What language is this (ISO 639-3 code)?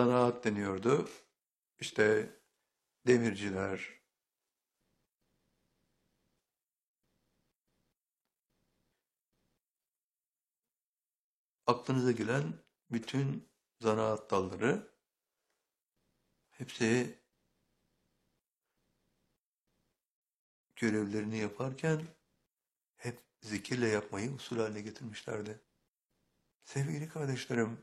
tur